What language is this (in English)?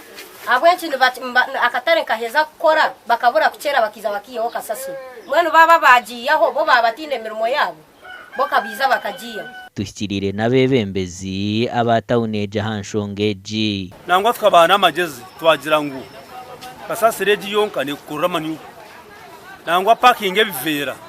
Nyankole